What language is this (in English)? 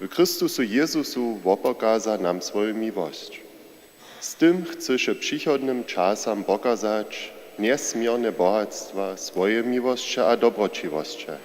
Upper Sorbian